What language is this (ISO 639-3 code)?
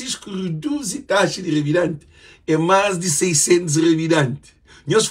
kea